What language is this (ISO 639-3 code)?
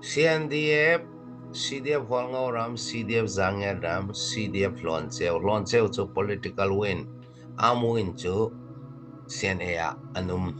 cfm